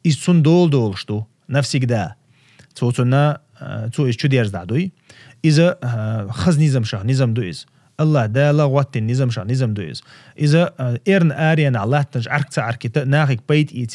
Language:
Chechen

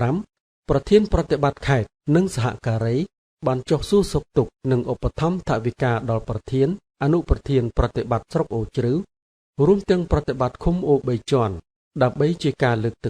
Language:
Khmer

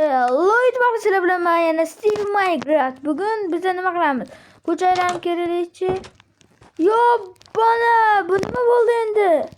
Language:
Uzbek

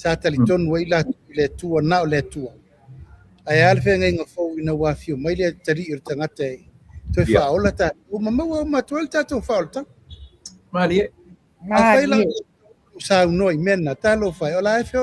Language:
Samoan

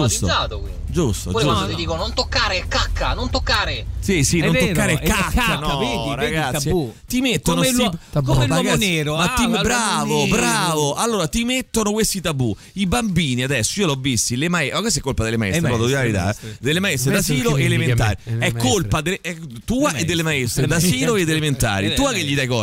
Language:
Italian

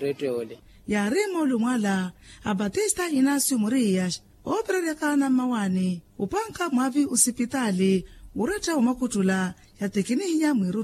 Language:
Makhuwa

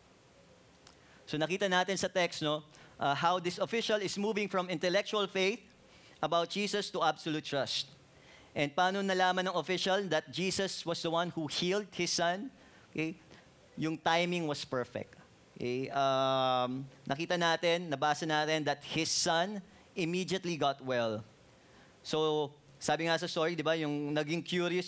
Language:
Filipino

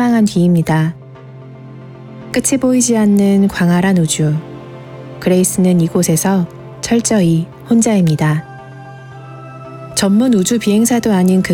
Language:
Korean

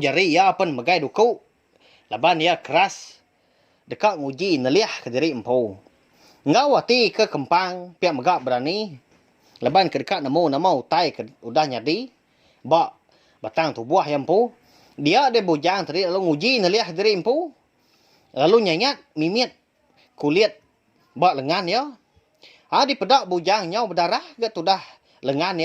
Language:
Iban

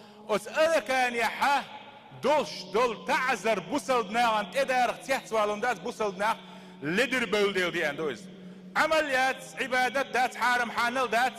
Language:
Chechen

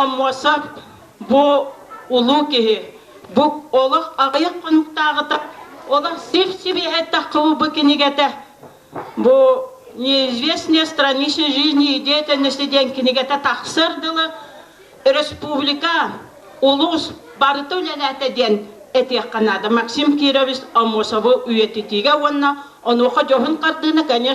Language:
Yakut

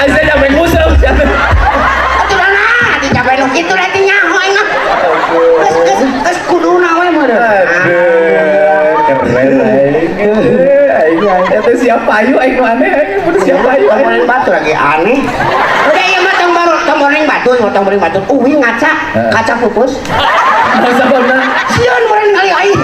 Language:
Sundanese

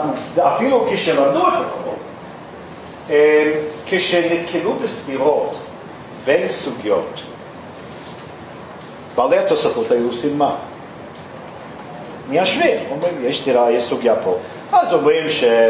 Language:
Hebrew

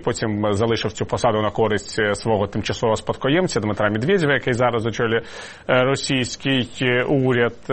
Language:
Ukrainian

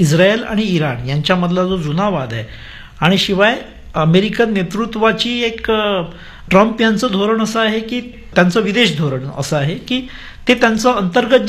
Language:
Marathi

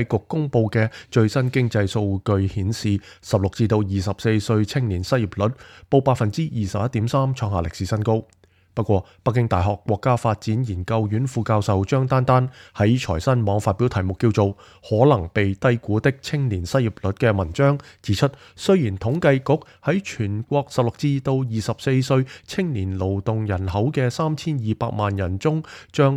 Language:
Cantonese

